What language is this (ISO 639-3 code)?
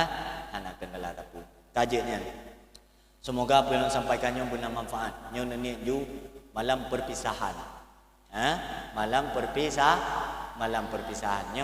ace